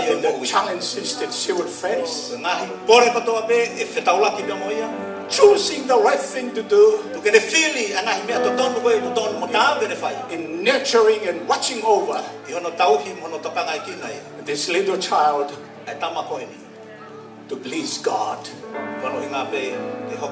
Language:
Tongan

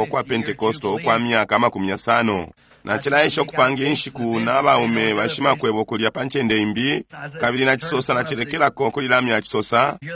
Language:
Bemba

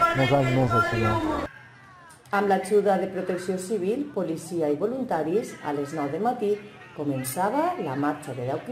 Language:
Catalan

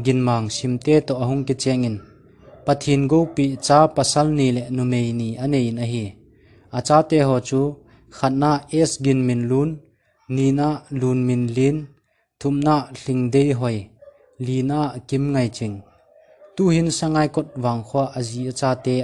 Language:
Thado Chin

